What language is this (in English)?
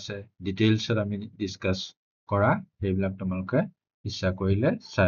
Assamese